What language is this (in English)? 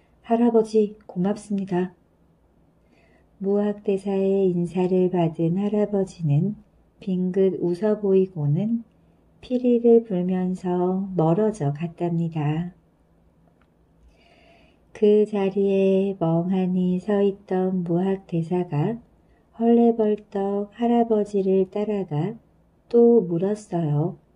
Korean